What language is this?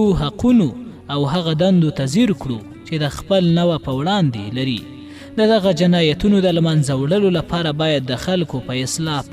Pashto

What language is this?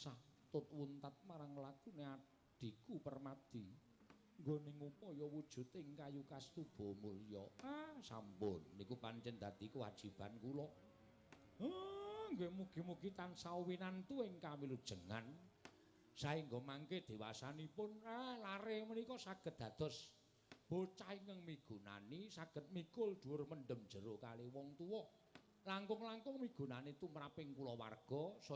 Javanese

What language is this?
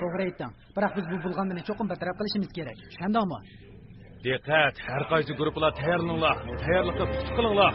Uyghur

